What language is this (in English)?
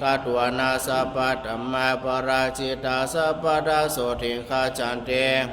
Pali